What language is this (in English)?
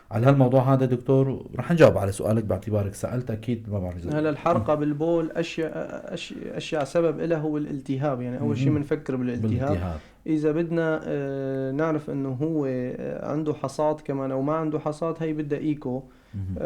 North Levantine Arabic